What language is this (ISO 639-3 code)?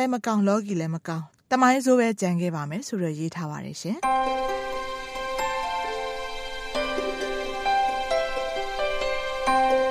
mya